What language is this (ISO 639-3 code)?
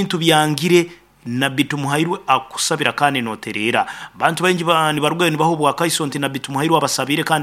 nyn